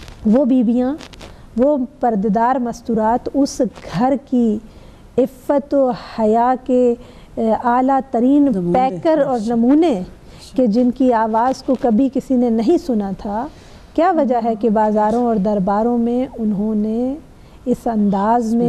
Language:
Urdu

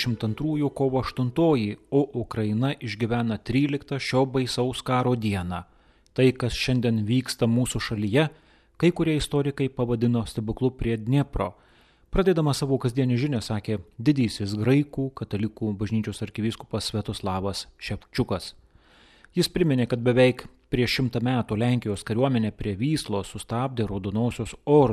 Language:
Lithuanian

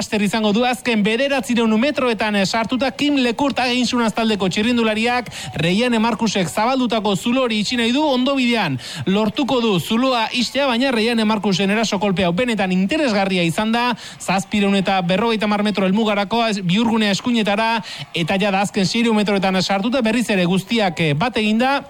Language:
Basque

